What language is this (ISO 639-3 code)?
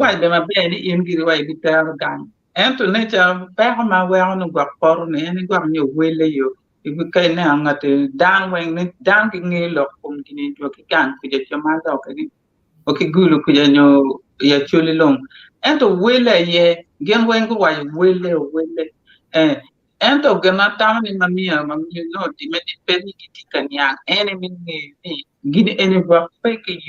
ach